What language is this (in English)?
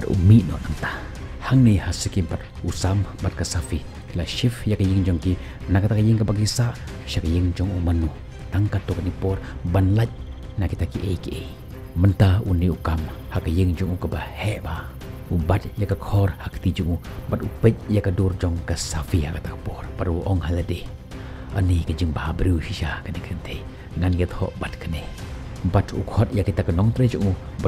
Khasi